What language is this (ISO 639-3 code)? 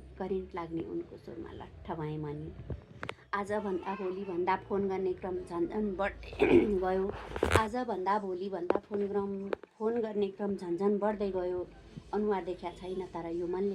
nep